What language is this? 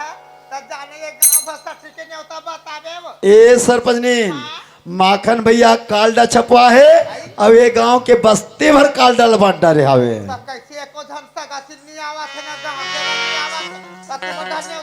Chhattisgarhi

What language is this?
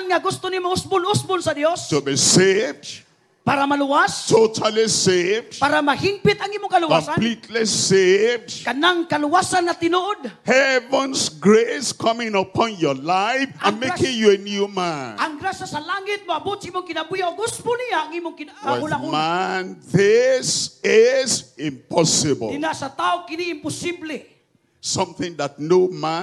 Cebuano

